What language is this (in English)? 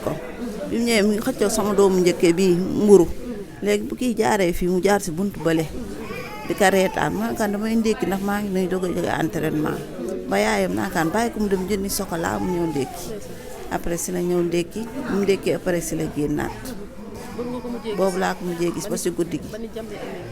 Wolof